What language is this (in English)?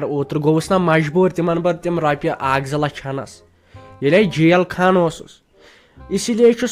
Kashmiri